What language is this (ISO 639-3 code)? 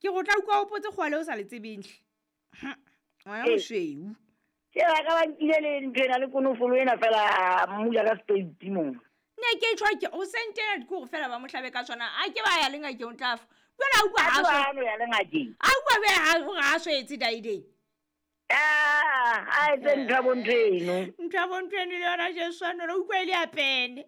sot